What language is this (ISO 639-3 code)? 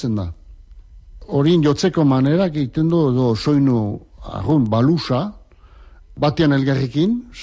eus